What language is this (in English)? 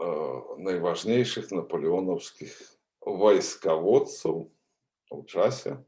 Belarusian